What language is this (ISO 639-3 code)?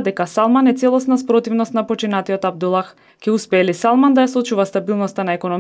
mkd